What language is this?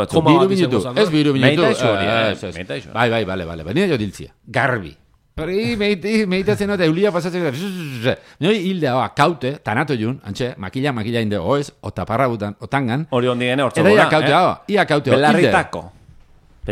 Basque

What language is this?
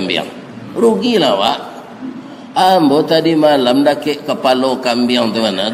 Minangkabau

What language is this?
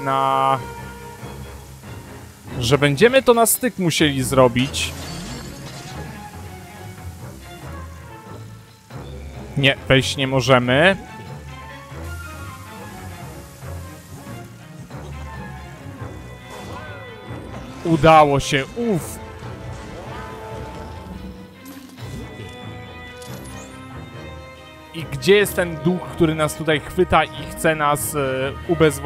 Polish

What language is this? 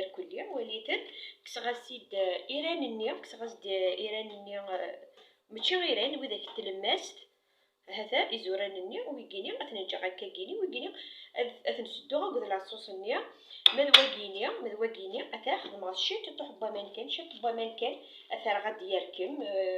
Kabyle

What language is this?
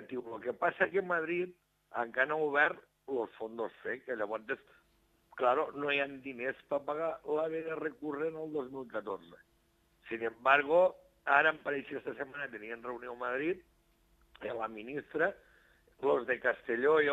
Catalan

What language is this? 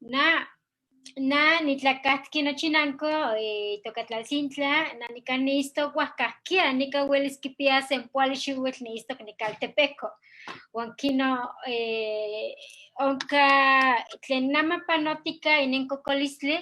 Eastern Huasteca Nahuatl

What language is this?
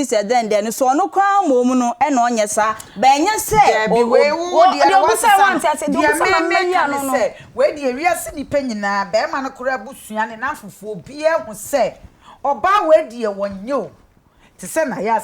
Akan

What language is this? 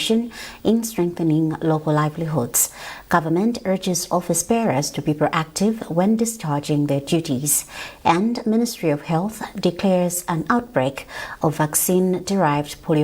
English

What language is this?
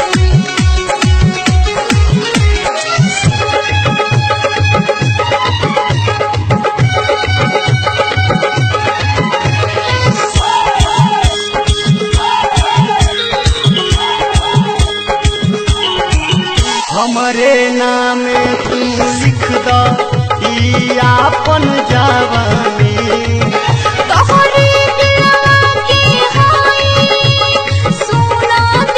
Bhojpuri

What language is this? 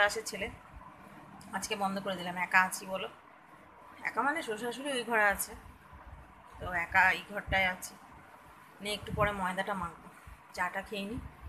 Bangla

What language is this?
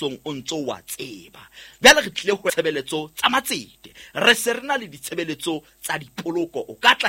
Southern Sotho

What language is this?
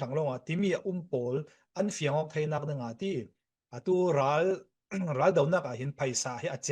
Falam Chin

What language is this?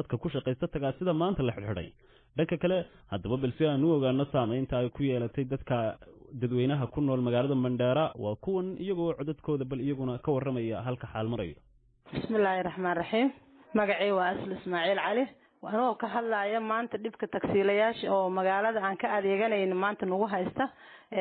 Somali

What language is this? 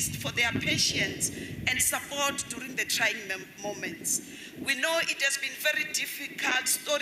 Tswana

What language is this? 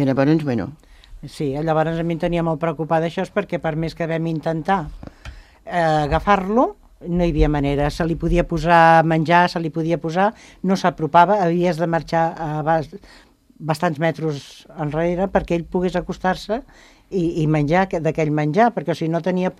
Catalan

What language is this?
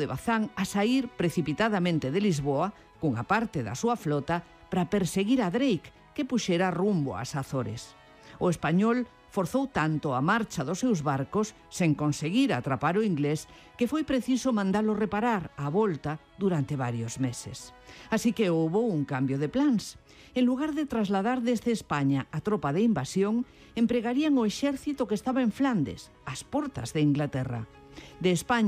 Galician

